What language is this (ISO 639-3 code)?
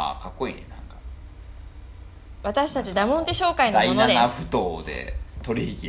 jpn